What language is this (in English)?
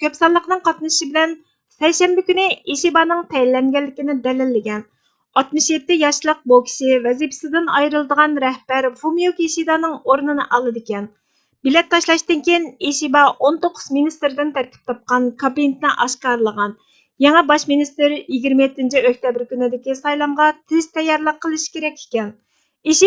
Uyghur